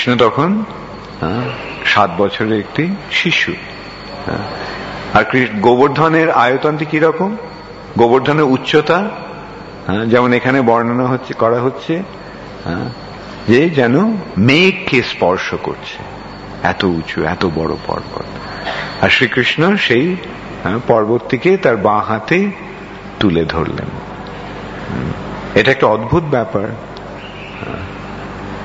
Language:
Bangla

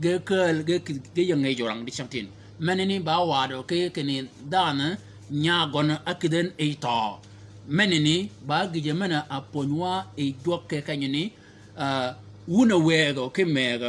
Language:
Shilluk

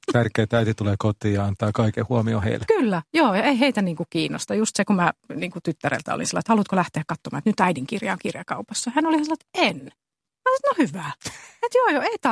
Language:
Finnish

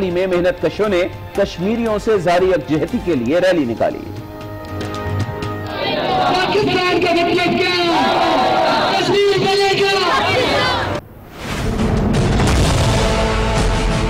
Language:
Urdu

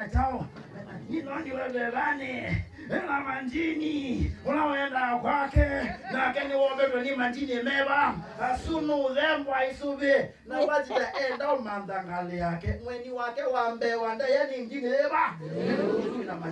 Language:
Kamba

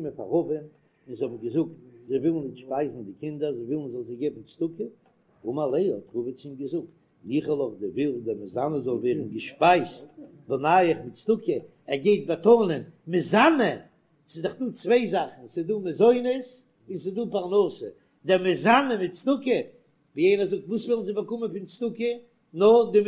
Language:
Yiddish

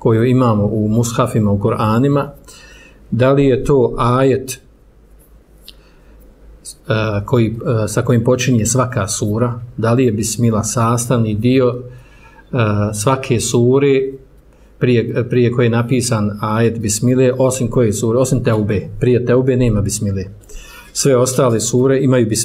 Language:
Bosnian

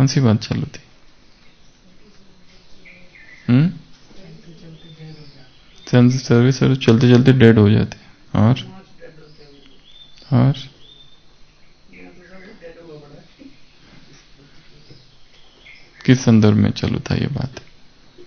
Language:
Hindi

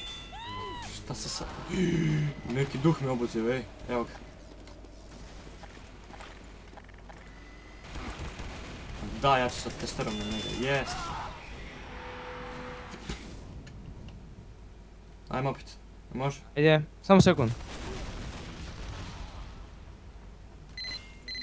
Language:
Serbian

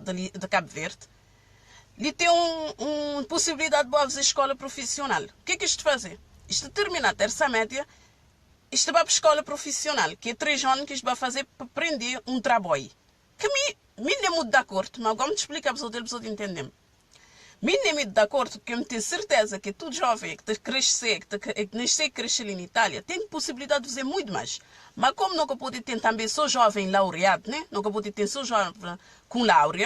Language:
Kabuverdianu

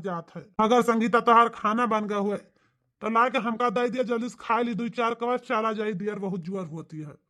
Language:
Awadhi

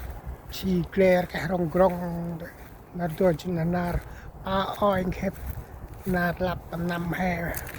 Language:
Central Mnong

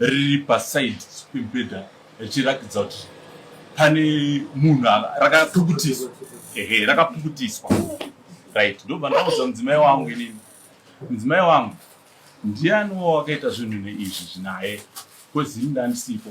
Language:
Shona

